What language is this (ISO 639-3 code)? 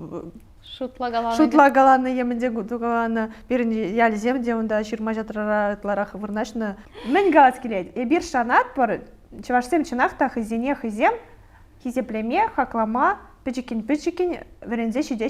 chv